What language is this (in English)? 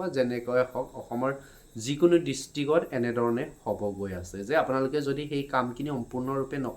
Assamese